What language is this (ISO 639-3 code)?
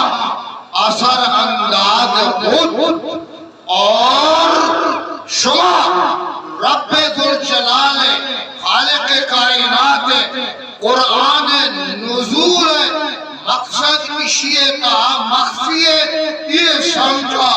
bgp